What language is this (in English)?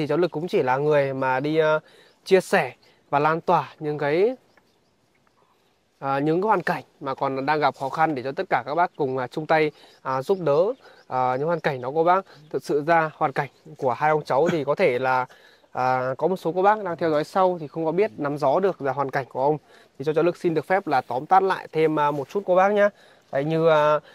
Vietnamese